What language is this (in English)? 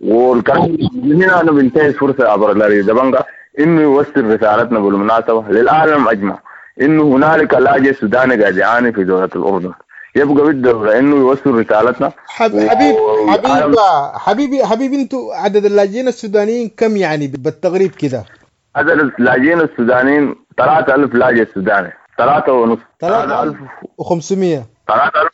Sudanese Arabic